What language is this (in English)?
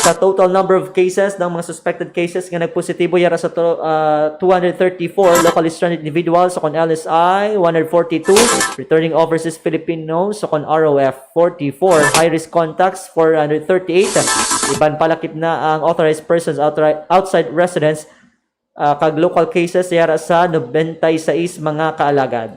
Hiligaynon